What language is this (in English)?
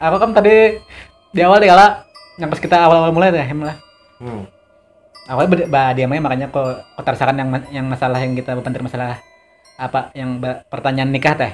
Banjar